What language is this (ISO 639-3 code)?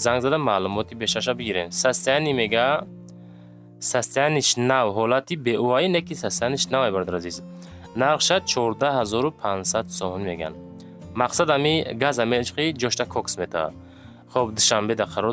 tgk